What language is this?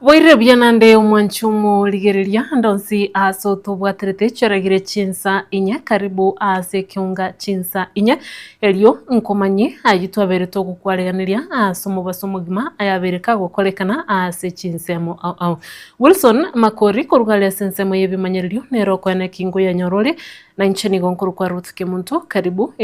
Gusii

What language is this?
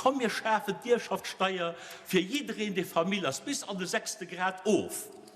Luxembourgish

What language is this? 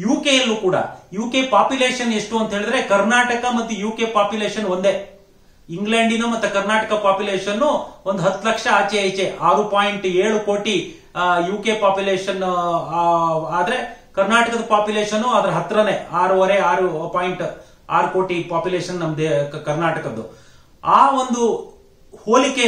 Kannada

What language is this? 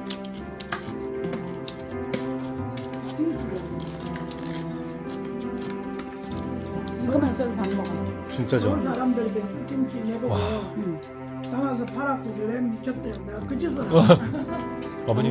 Korean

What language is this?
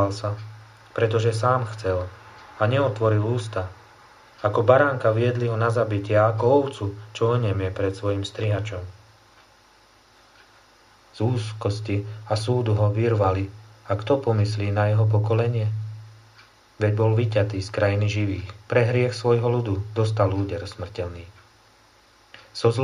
Slovak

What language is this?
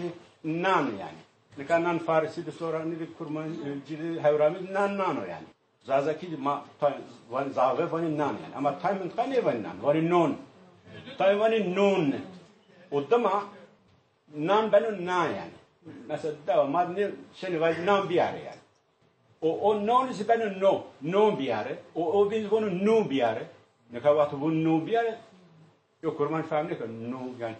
Zaza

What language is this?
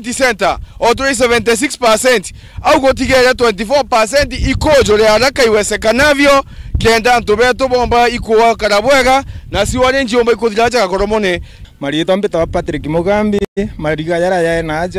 Meru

